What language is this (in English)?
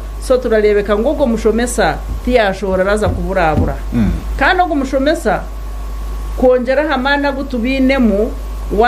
Nyankole